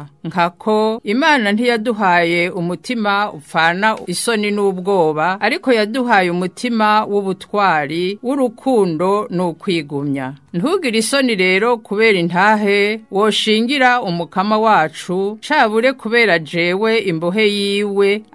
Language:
Rundi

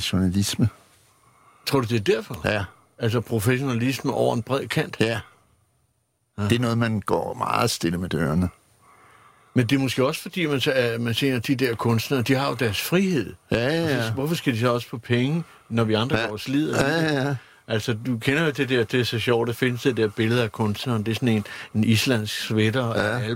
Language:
Danish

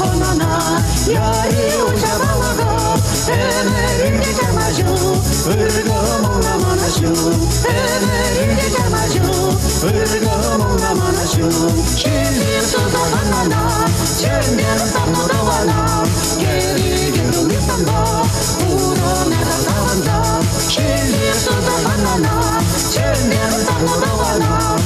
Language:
Chuvash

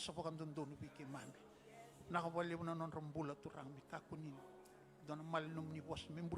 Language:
Fijian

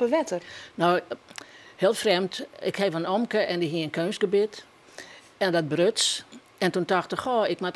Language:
Western Frisian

